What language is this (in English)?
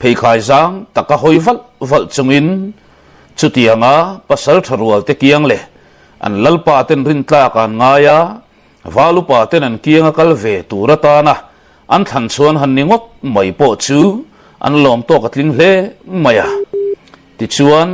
Mizo